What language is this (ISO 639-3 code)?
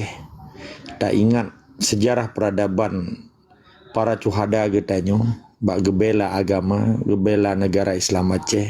ace